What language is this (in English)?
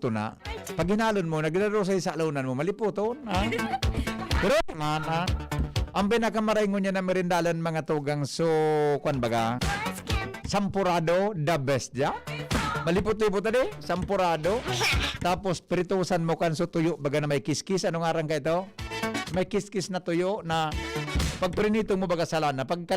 Bikol